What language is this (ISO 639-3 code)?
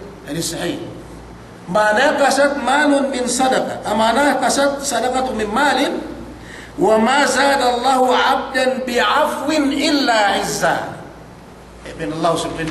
yka